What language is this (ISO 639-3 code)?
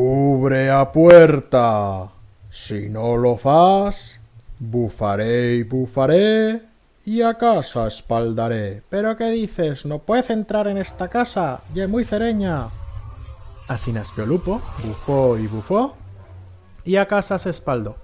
arg